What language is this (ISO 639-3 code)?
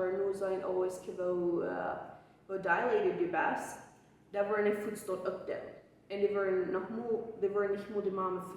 pdt